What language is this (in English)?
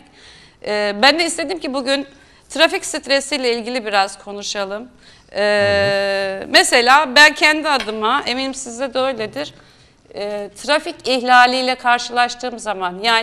Turkish